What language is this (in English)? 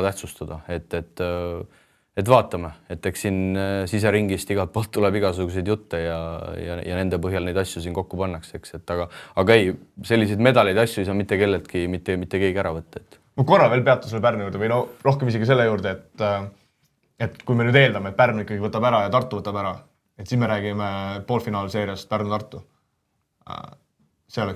Estonian